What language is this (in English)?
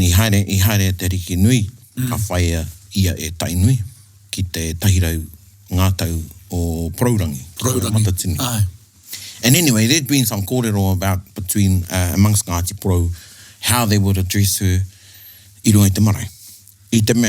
Māori